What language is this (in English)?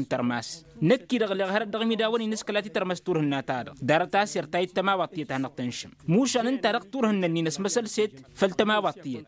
Tamasheq